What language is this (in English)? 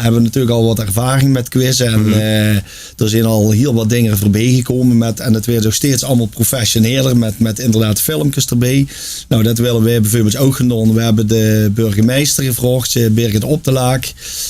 Limburgish